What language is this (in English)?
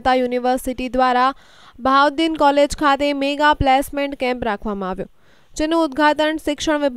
Gujarati